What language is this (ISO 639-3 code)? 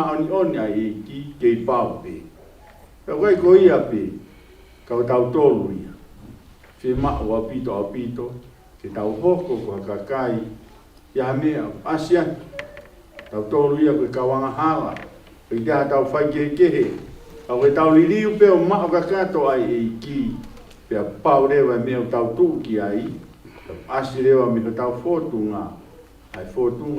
ton